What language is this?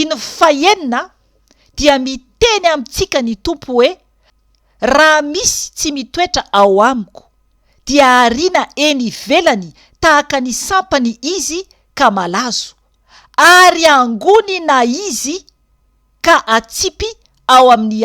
Malagasy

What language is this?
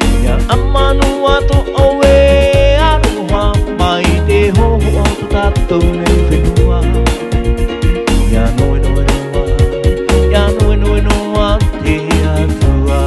Tahitian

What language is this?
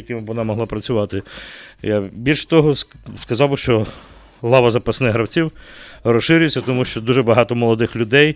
Ukrainian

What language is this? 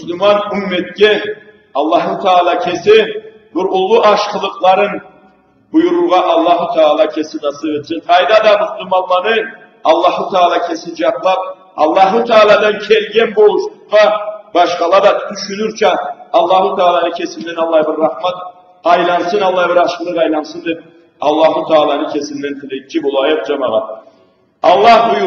Karachay-Balkar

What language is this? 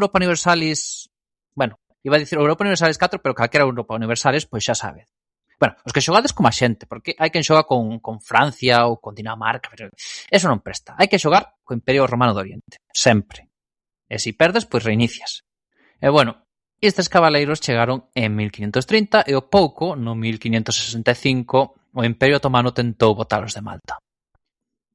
Galician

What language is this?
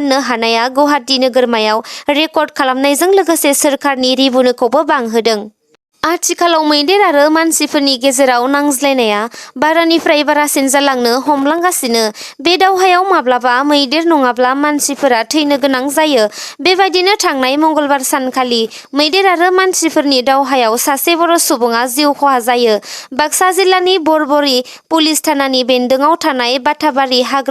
Bodo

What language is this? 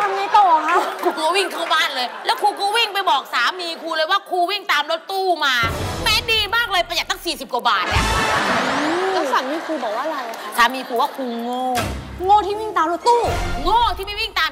Thai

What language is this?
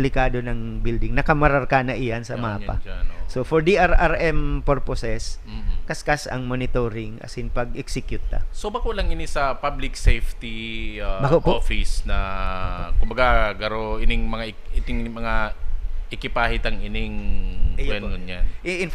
Bikol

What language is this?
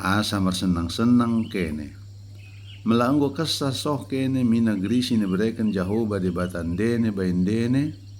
Batak Dairi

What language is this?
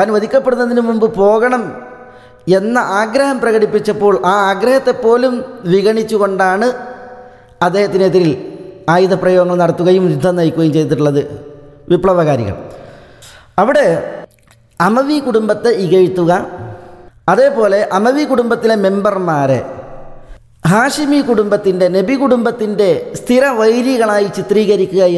Malayalam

